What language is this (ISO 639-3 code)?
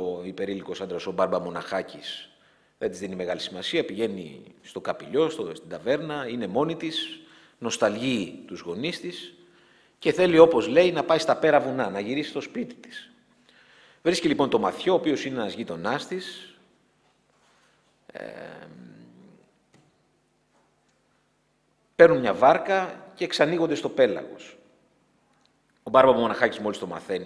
ell